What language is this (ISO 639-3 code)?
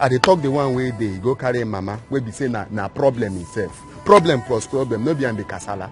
pcm